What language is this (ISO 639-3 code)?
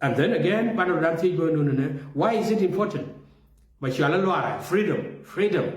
nus